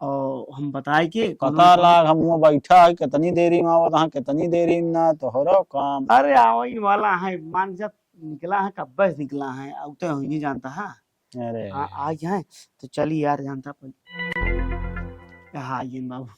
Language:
Awadhi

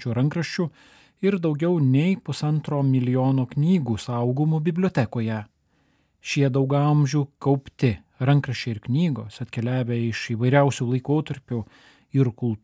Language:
Lithuanian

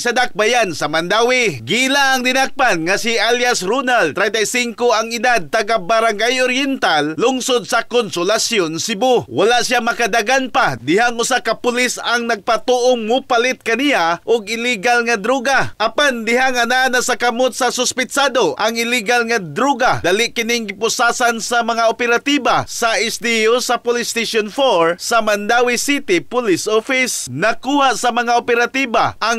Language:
Cebuano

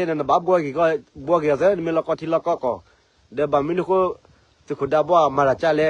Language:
S'gaw Karen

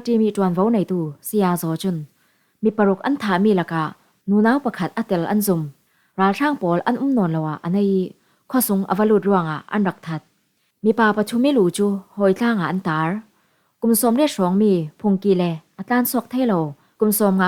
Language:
Falam Chin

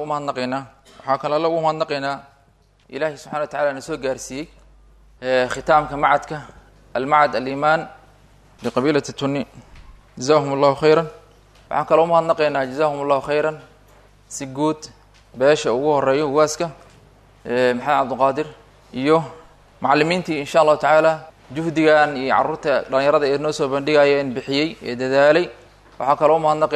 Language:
Somali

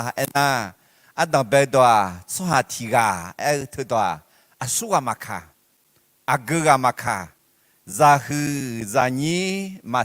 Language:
Akha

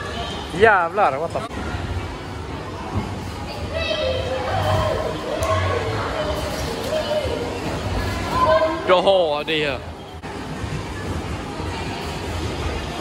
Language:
Swedish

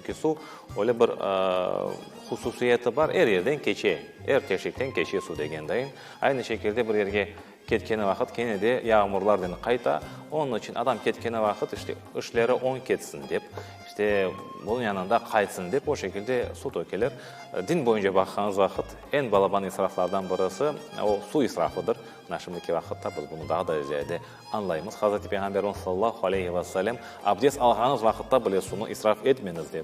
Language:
Crimean Tatar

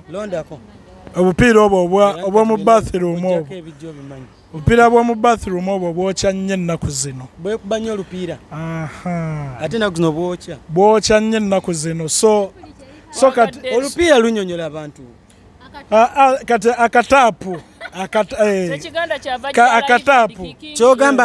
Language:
Ganda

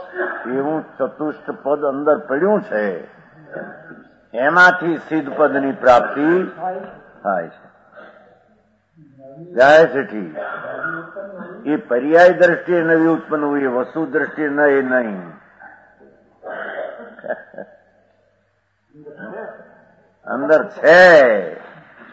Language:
Gujarati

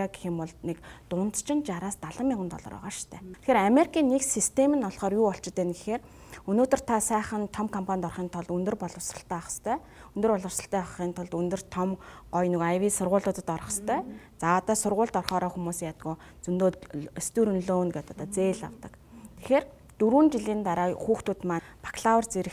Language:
Mongolian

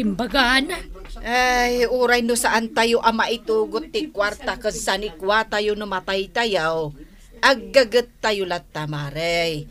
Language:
Iloko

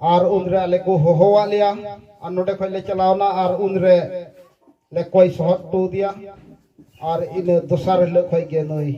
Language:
Santali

